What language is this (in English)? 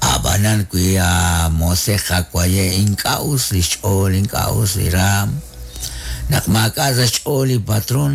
Kekchí